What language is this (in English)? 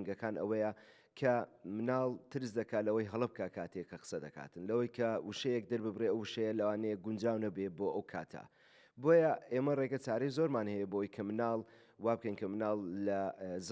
Central Kurdish